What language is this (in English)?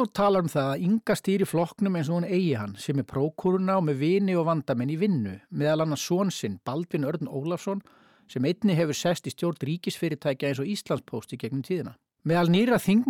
Icelandic